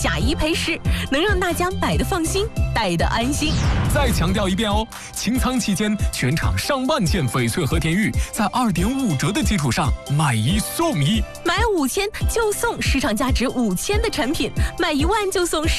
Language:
Chinese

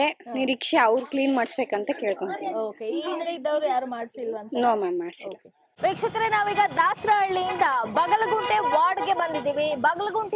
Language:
Kannada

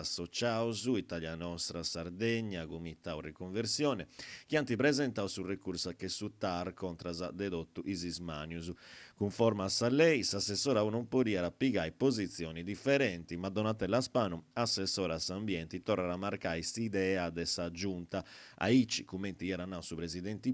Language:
Sardinian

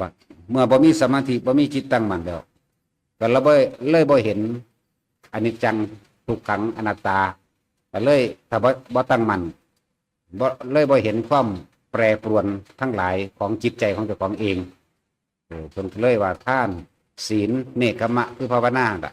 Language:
Northeastern Thai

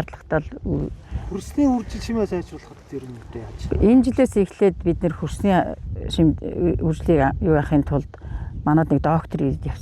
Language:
Mongolian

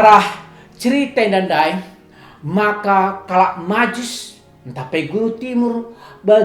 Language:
Batak Karo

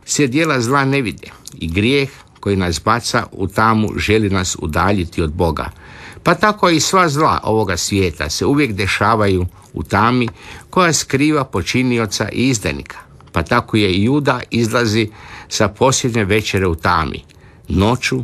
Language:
Croatian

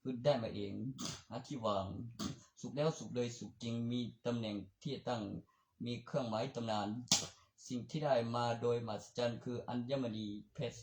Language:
Northeastern Thai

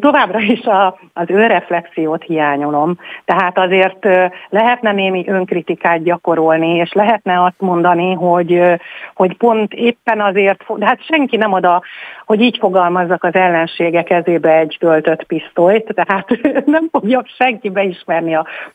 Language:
Hungarian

